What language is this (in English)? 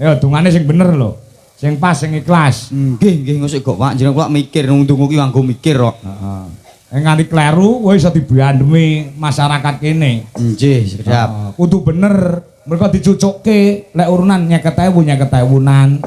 Javanese